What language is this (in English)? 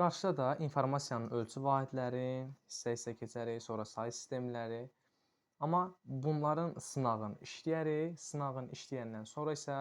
Azerbaijani